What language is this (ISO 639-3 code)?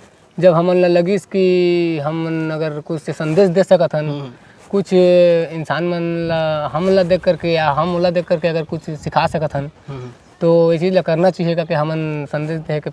hne